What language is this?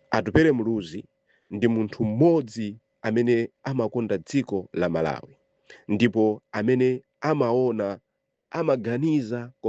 Nyanja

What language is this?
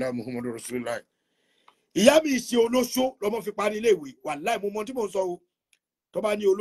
Yoruba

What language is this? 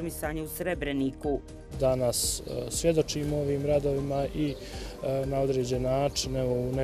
Bosnian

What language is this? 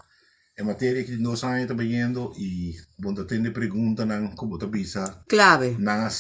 Papiamento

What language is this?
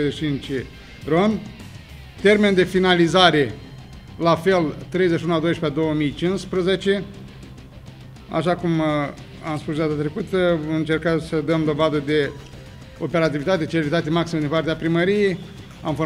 Romanian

